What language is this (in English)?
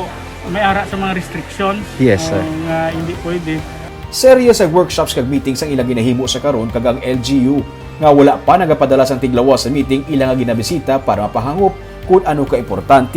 Hiligaynon